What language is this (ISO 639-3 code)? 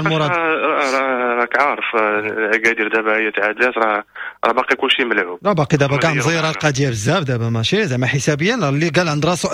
ary